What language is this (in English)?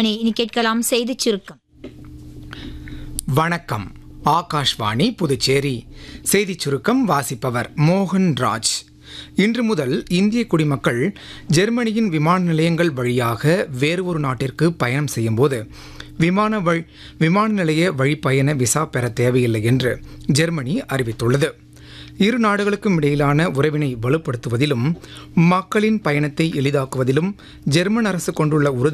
Tamil